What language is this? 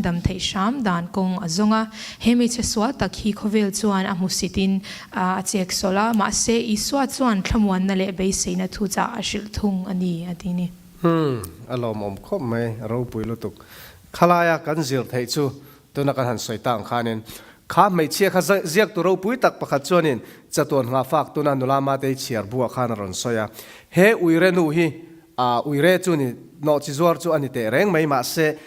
Mizo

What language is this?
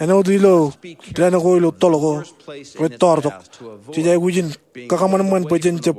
Marshallese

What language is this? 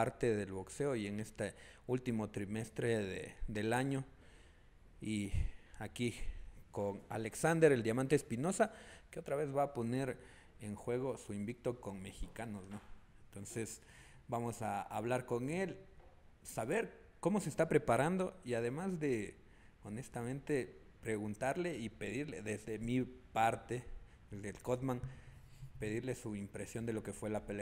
Spanish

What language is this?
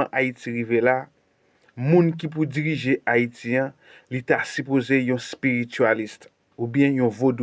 Haitian Creole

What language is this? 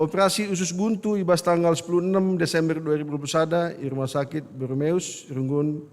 Batak Karo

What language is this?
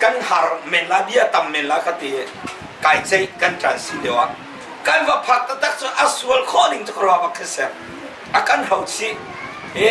Hakha Chin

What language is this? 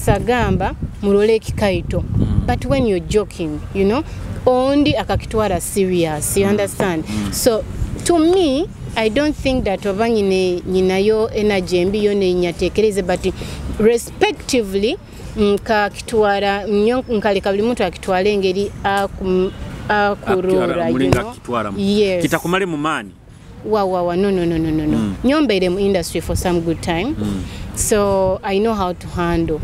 Nyoro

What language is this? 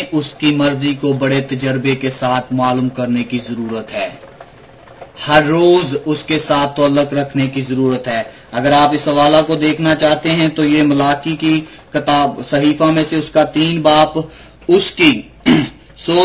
Urdu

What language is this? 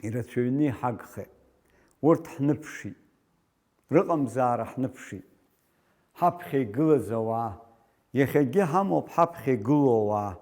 Abkhazian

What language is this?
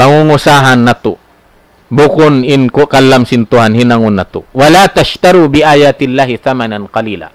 Tausug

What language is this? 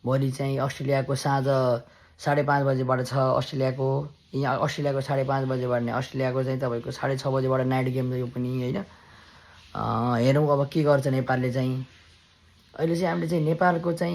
Nepali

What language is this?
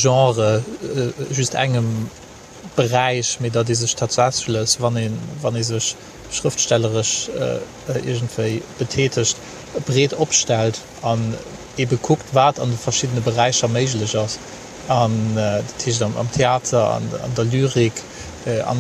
Luxembourgish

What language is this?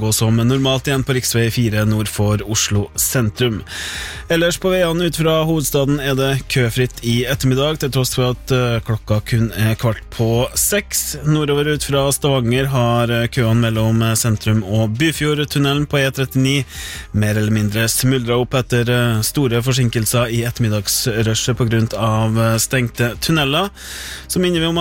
Norwegian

